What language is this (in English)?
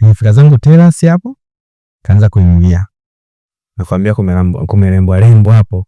Swahili